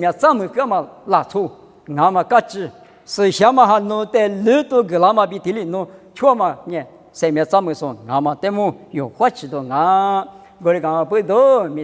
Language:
Lisu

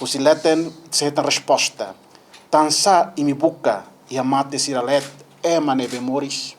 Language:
Tetum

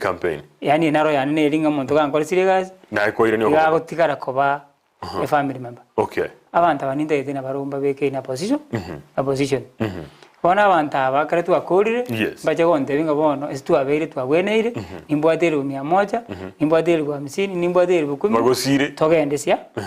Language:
Gusii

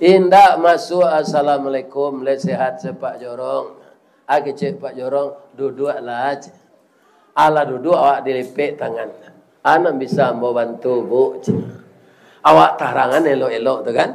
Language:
Minangkabau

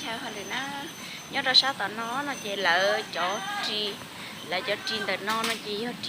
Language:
Hmong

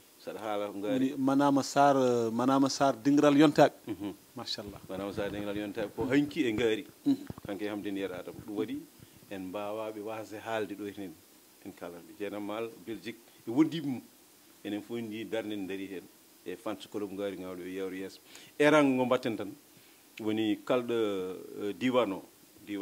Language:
Fula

